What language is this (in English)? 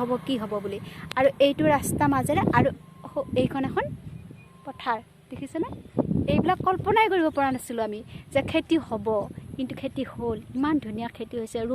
Assamese